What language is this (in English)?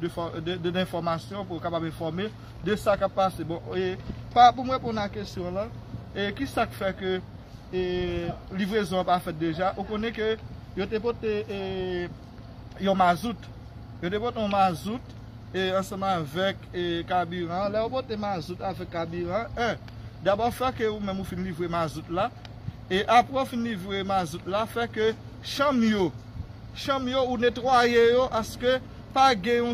Haitian Creole